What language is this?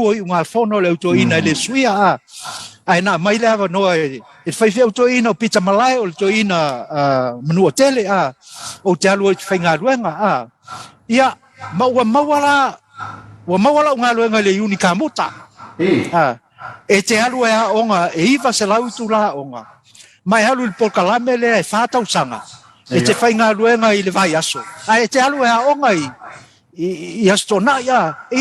Samoan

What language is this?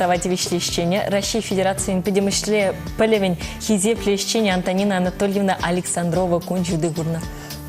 Chuvash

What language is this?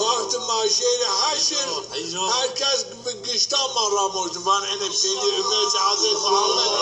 Zaza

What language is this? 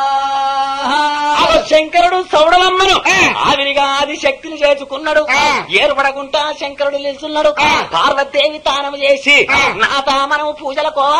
Telugu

